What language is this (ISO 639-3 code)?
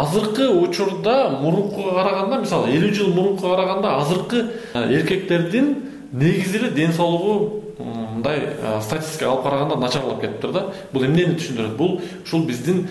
kir